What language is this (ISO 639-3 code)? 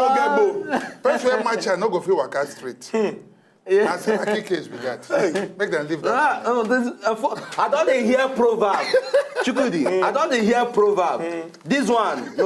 pcm